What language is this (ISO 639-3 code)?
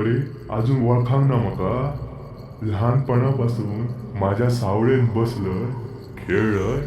kok